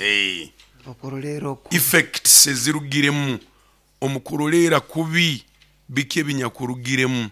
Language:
Nyoro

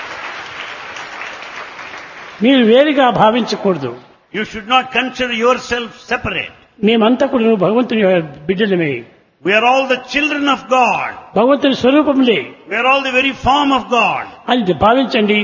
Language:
Telugu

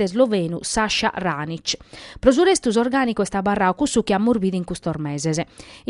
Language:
Sardinian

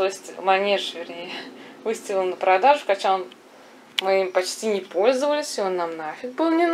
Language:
Russian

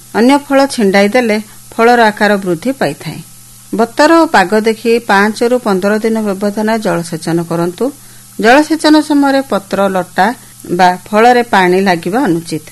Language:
Odia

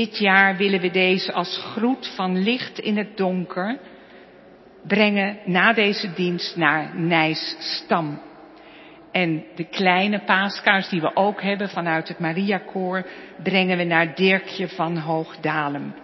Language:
Dutch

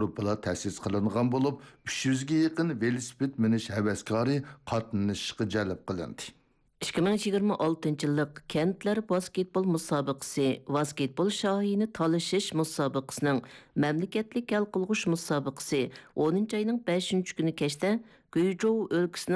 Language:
Uyghur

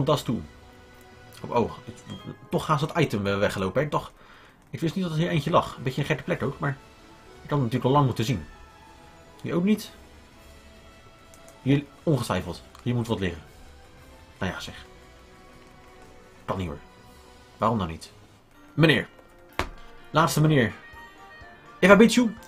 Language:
Dutch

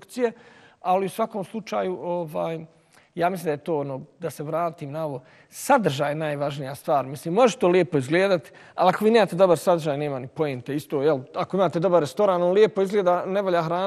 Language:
Bosnian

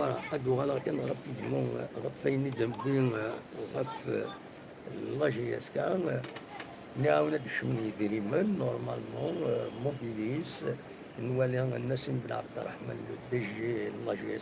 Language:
Kabyle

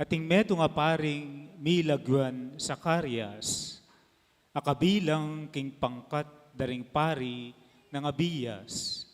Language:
Pampanga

